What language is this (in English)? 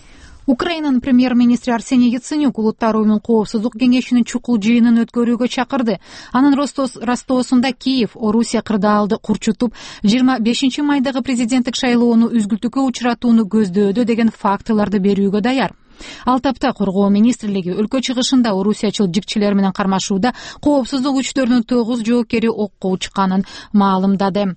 Kyrgyz